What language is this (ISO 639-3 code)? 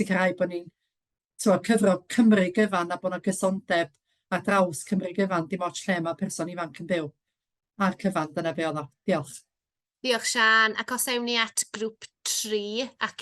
cym